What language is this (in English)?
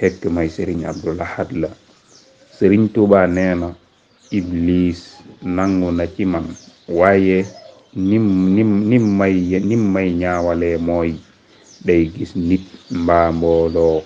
Wolof